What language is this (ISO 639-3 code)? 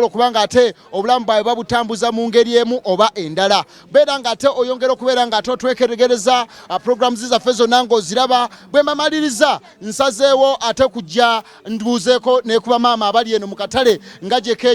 lug